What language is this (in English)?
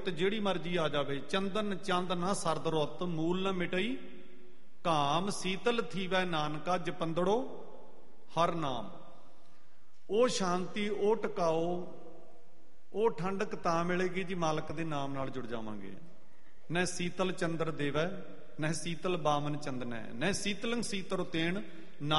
Punjabi